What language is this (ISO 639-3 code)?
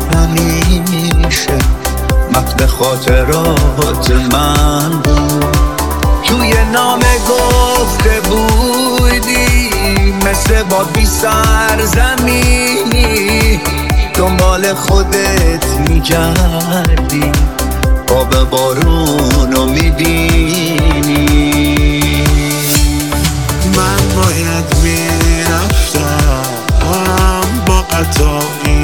fas